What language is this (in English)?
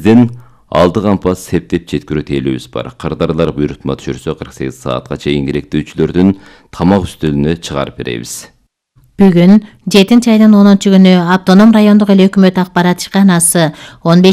Kyrgyz